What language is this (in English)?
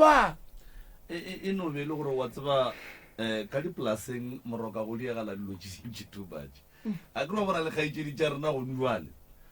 Northern Sotho